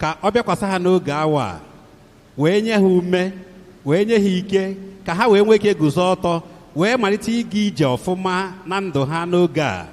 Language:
Igbo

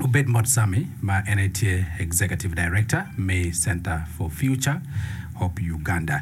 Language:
Acoli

